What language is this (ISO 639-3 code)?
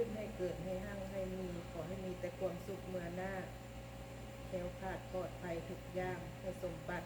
lao